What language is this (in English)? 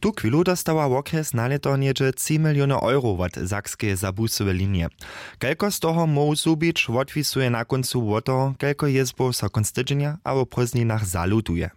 Upper Sorbian